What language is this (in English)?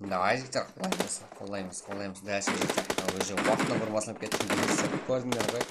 Kara-Kalpak